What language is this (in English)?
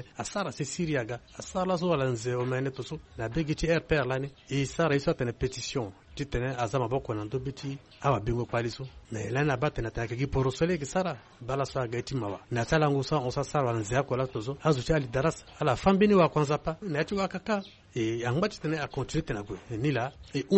Sango